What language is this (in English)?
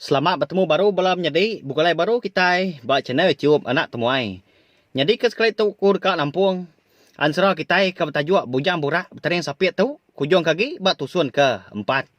Iban